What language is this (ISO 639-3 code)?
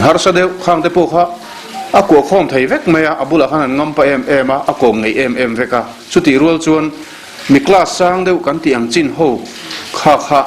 lus